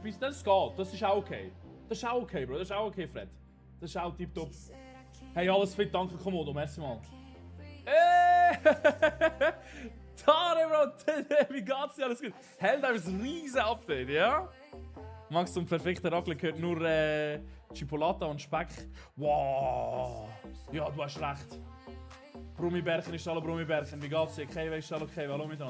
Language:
Swiss German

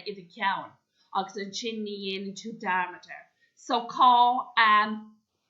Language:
Irish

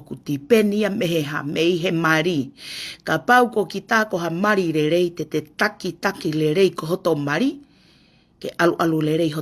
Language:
Tongan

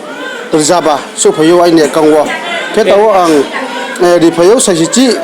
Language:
Riang (India)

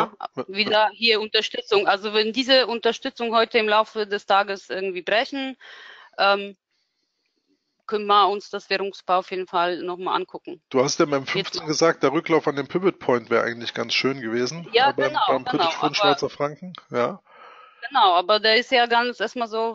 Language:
German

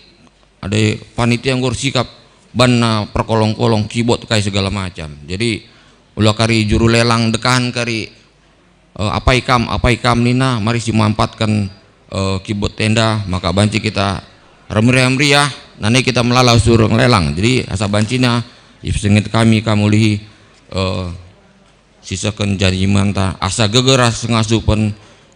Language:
Batak Karo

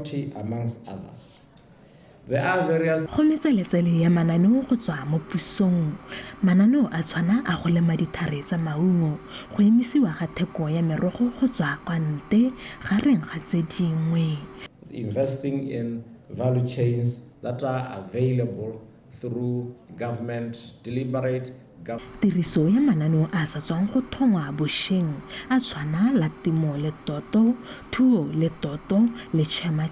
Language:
Tswana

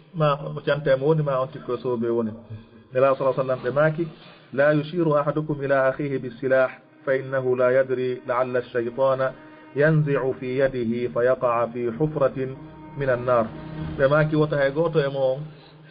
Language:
Fula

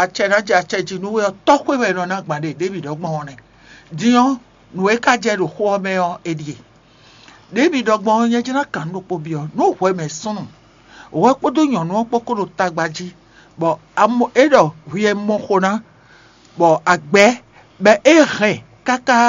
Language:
Fon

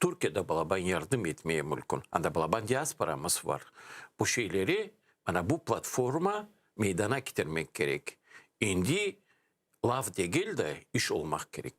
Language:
Crimean Tatar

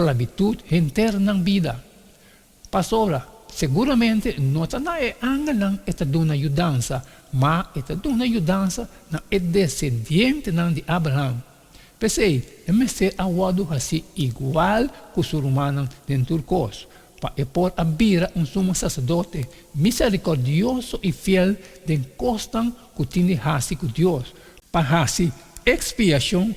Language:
Papiamento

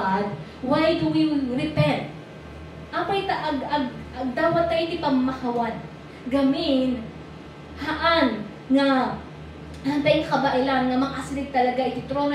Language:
Iloko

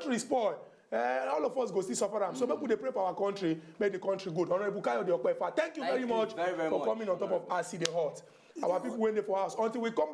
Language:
Nigerian Pidgin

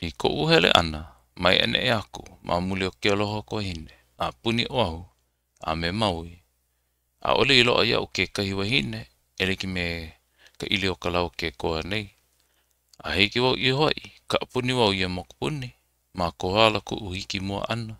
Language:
Hawaiian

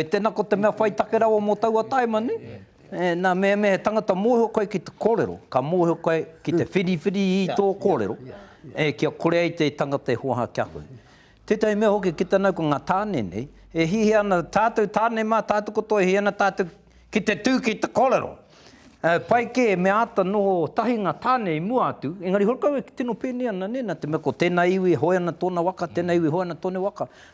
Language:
Māori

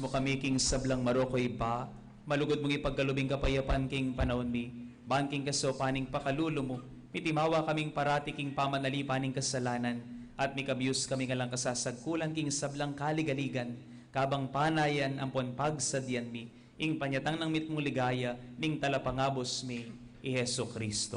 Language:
Pampanga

